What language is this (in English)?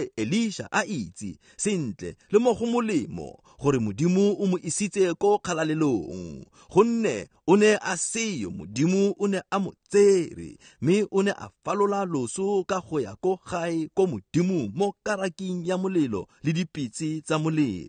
Tswana